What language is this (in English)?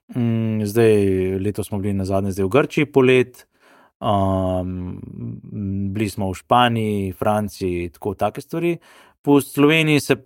Slovenian